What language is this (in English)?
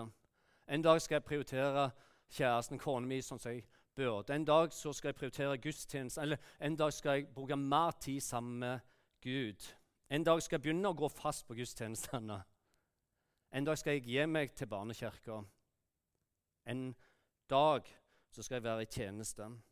Norwegian